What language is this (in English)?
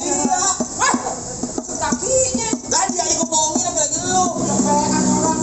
Betawi